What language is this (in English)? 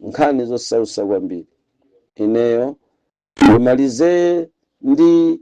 Nyanja